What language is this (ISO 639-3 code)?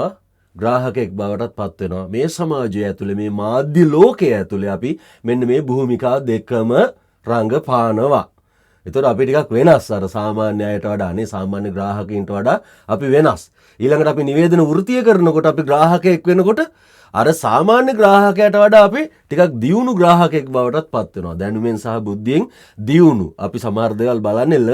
sin